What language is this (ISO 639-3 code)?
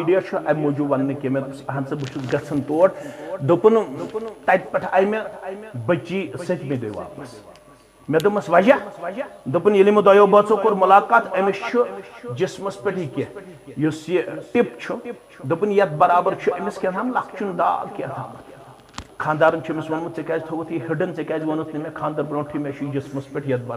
kas